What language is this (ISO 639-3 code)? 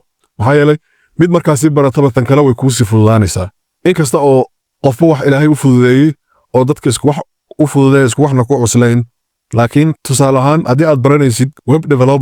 som